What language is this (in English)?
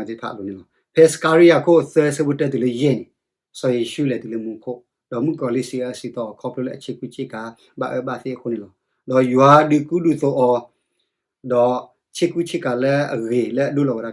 S'gaw Karen